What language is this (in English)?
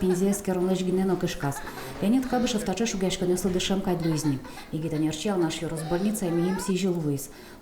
Udmurt